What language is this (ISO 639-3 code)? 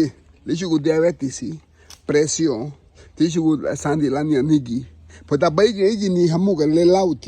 cab